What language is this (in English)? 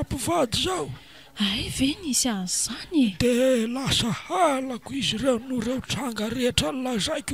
Malagasy